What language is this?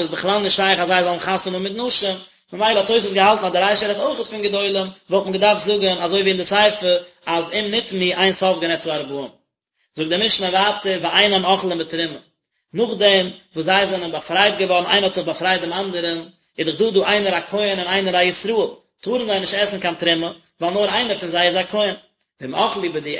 Yiddish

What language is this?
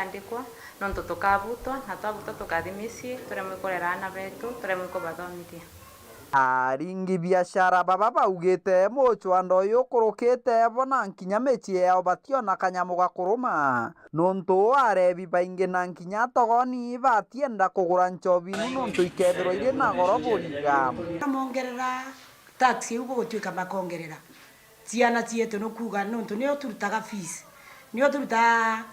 Meru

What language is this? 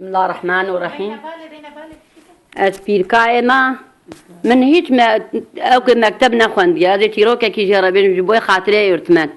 Kurdish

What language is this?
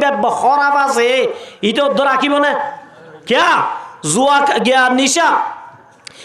Rohingya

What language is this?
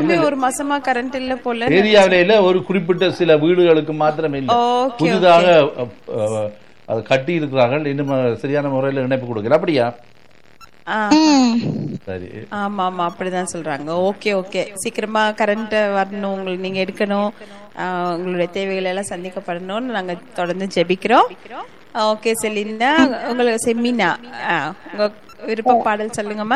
Tamil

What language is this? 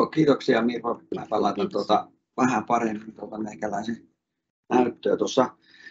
Finnish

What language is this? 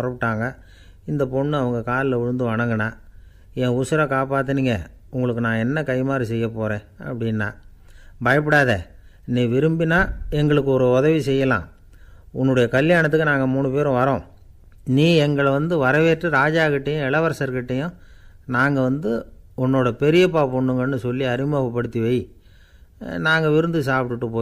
Tamil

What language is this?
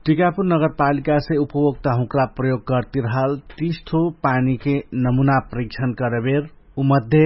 Dangaura Tharu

